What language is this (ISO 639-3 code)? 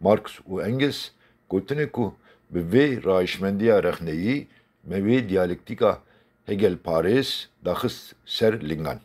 kur